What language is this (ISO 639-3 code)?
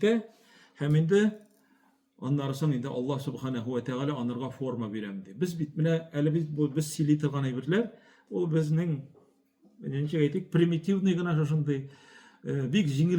tat